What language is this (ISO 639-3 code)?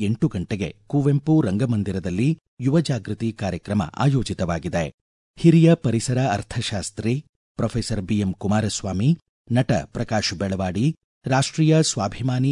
kan